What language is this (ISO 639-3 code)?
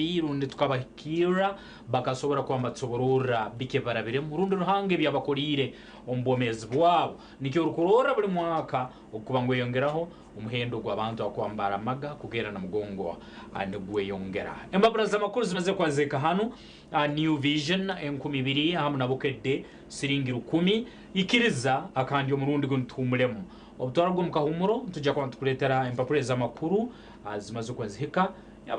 nyn